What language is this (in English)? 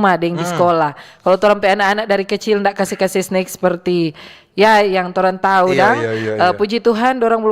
Manado Malay